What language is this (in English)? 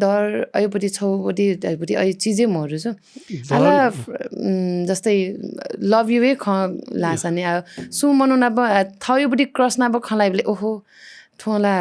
Newari